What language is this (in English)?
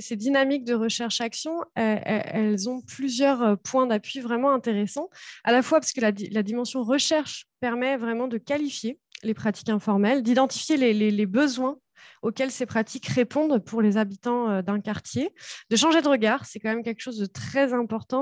French